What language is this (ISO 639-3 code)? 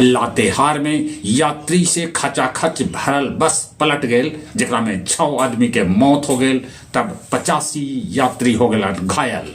mag